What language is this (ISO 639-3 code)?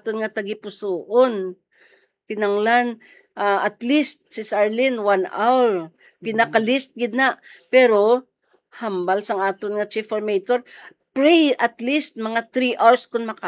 hil